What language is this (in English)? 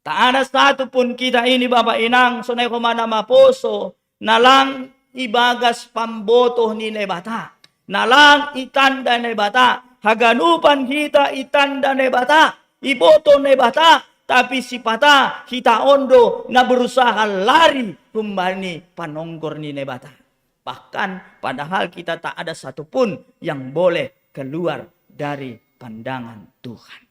Batak Simalungun